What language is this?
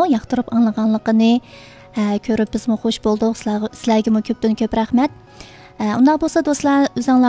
Uyghur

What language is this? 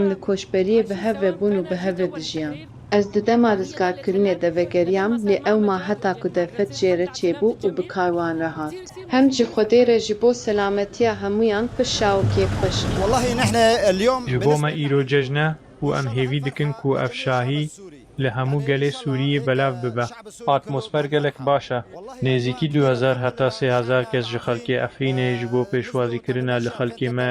Kurdish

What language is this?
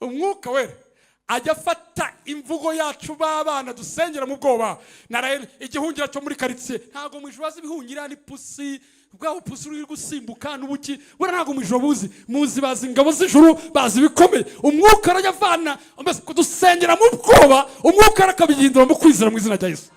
Kinyarwanda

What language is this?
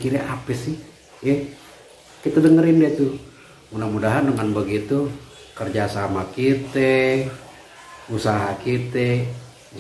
Betawi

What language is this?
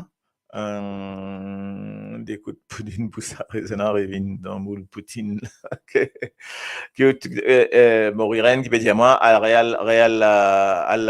Morisyen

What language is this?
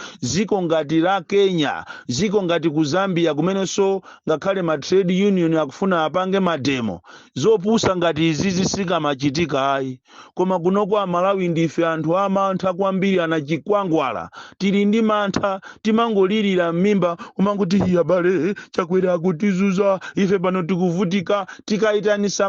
Nyanja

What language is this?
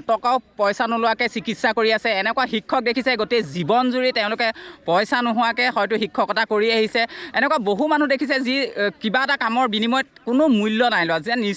Assamese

